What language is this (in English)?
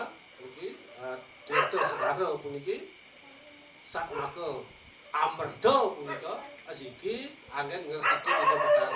Balinese